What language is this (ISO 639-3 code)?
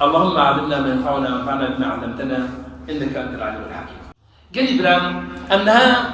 kur